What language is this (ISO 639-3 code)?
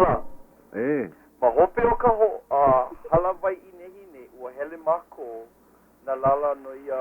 haw